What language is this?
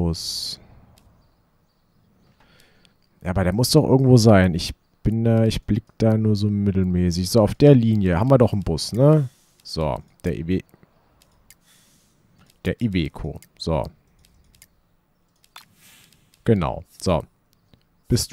German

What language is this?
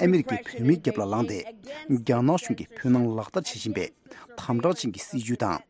Tibetan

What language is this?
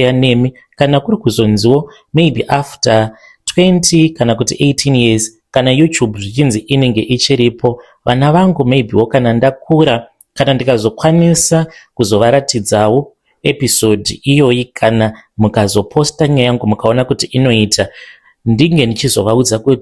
Shona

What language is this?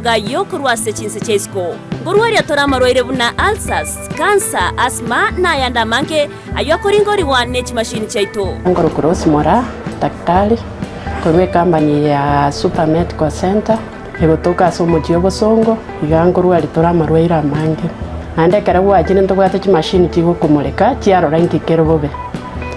Gusii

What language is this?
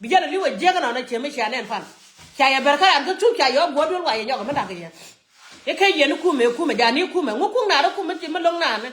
Nuer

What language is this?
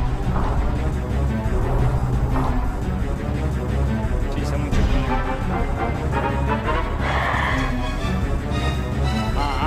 Italian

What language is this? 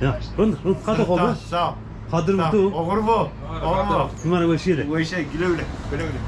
Zaza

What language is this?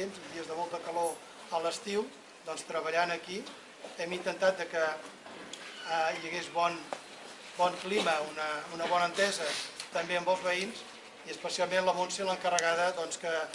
Catalan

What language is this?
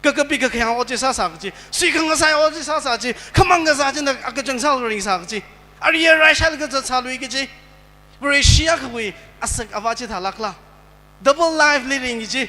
Tangkhul Naga (India)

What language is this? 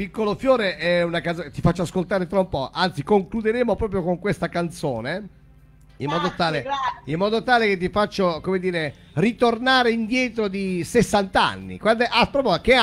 Italian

